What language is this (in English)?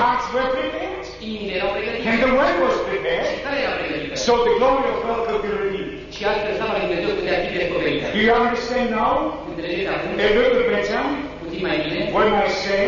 Romanian